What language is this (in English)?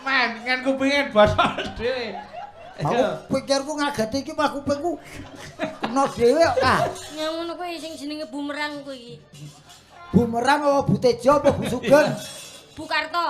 Javanese